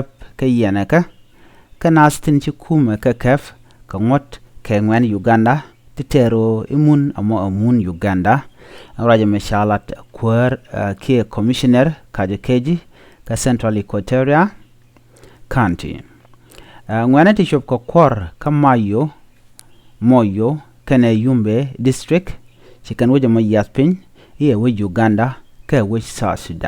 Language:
Nuer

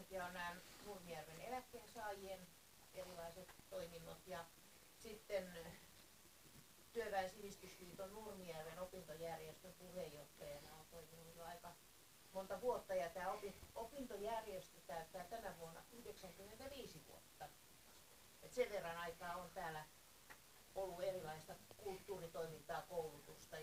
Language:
Finnish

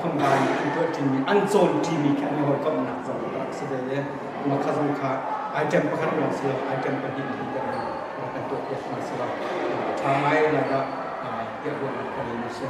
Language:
Hakha Chin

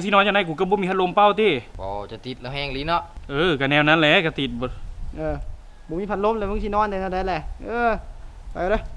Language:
Lao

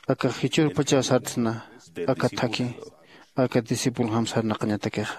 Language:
Aymara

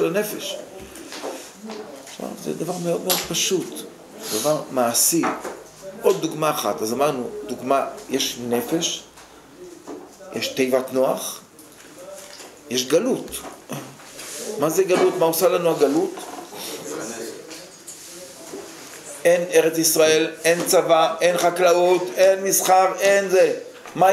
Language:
Hebrew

